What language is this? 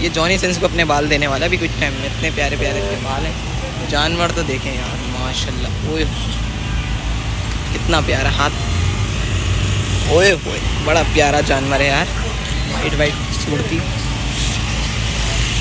Hindi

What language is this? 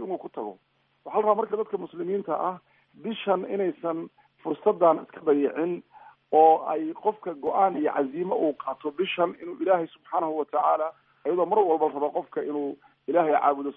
Somali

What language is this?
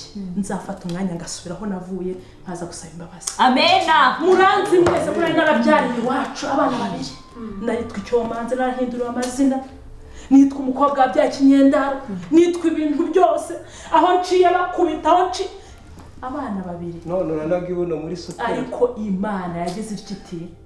Kinyarwanda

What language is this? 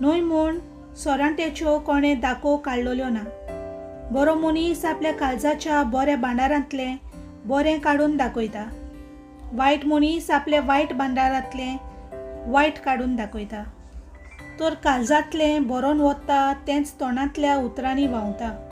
Konkani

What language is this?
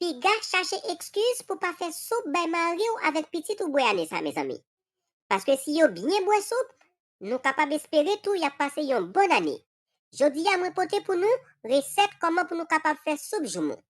Haitian Creole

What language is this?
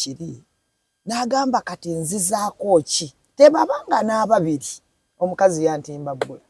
Ganda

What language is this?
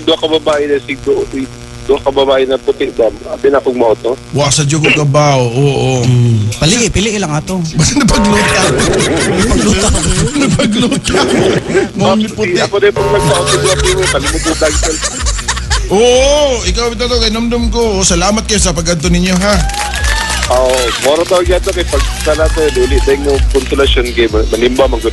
Cebuano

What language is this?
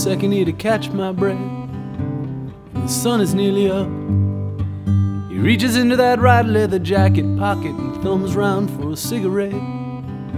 English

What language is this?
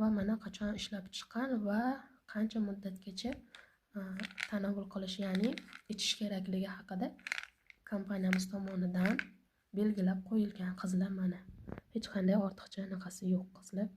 Uzbek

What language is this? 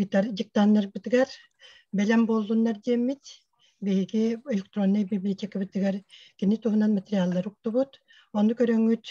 Yakut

